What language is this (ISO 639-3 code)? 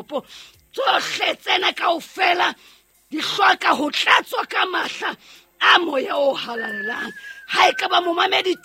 sot